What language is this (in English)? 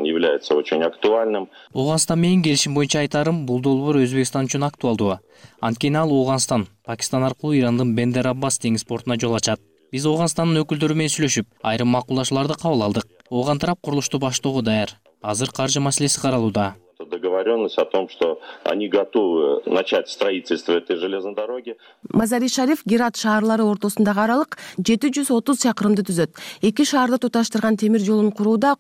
Kyrgyz